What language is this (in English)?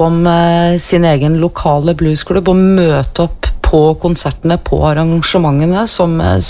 Norwegian